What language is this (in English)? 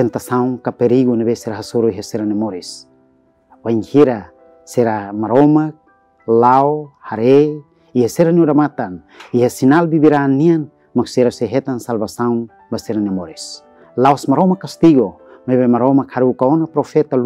Tetum